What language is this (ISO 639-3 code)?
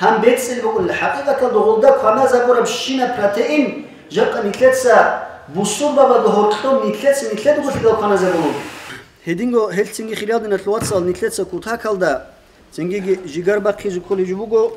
ava